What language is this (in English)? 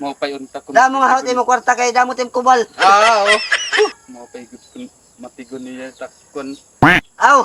Waray